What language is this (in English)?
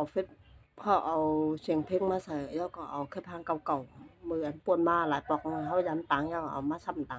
Shan